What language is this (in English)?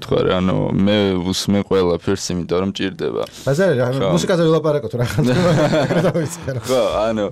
Georgian